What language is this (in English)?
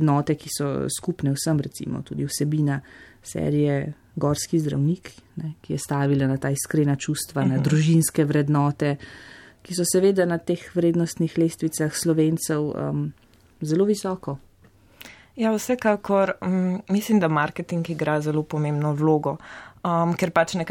Slovenian